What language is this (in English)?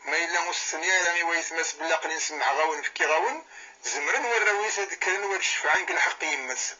Kabyle